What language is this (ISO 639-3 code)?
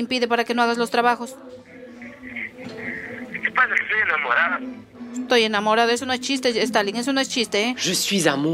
spa